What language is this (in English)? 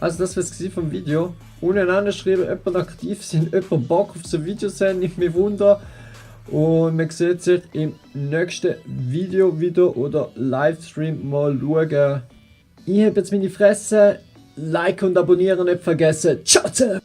Swiss German